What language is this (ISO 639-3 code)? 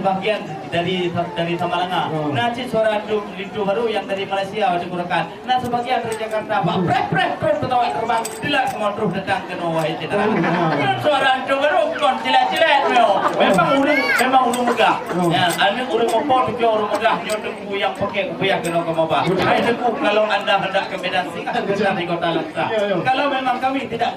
ace